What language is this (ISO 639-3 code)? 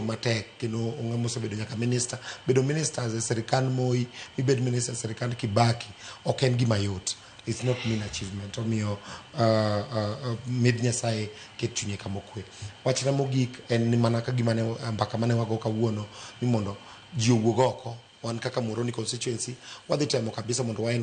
luo